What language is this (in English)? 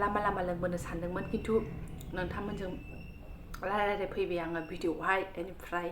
Bodo